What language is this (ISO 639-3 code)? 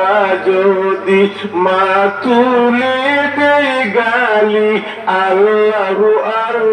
syl